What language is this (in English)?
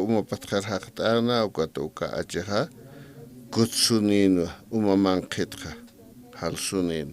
Aymara